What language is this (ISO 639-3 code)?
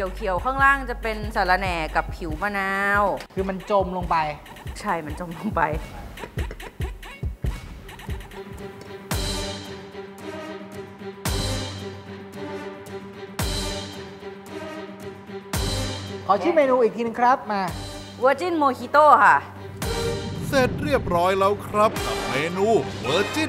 tha